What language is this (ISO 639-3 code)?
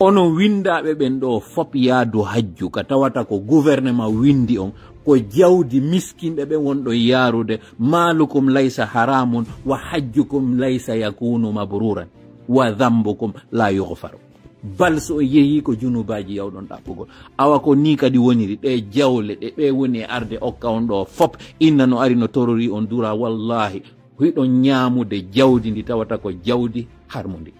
ful